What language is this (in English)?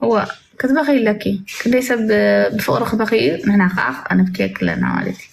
Tigrinya